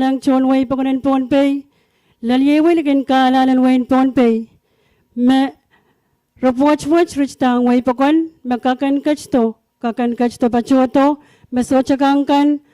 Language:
Pohnpeian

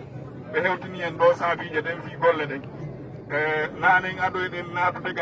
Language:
Fula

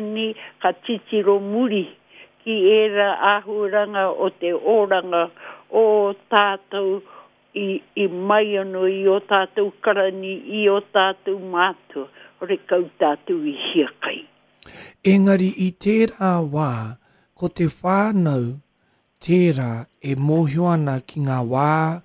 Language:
Māori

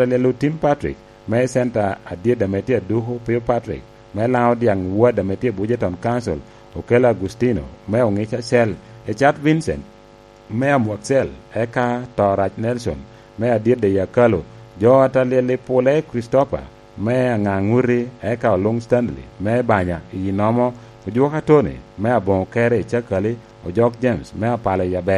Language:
Lango (Uganda)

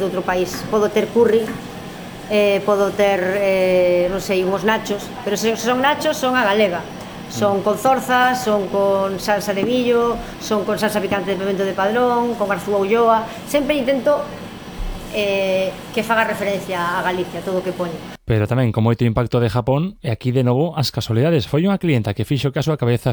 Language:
Galician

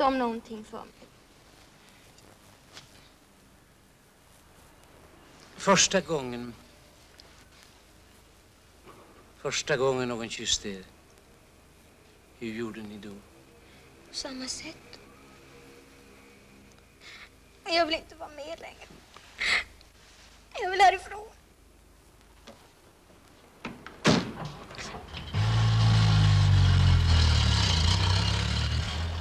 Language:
Swedish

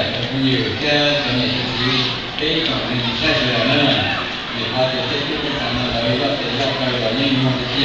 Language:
Hmong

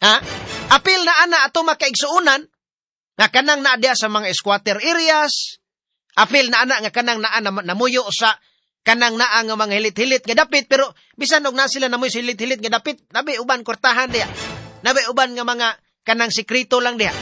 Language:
Cebuano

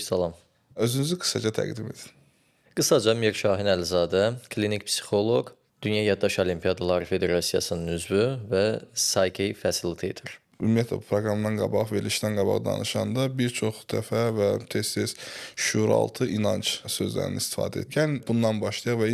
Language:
Azerbaijani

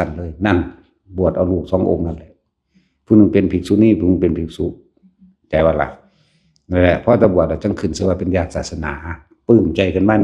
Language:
Lao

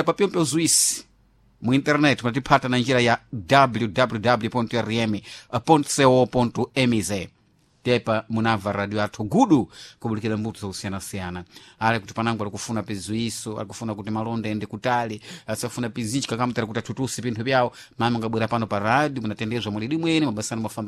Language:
Sena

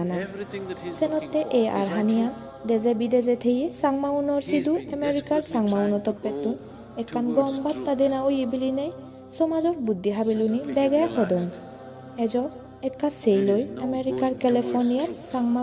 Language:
Chakma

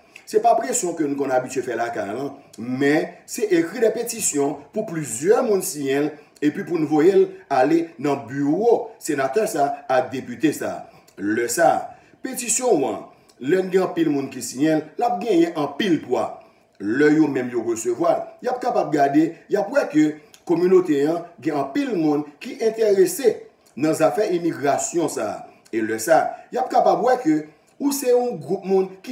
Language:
Haitian Creole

